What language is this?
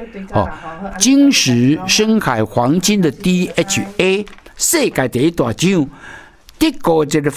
Min Nan Chinese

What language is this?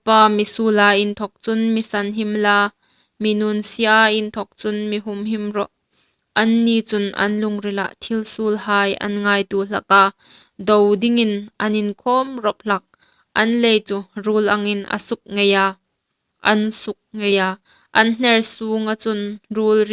Hmar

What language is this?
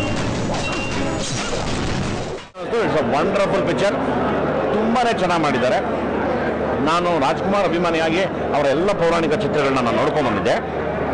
Kannada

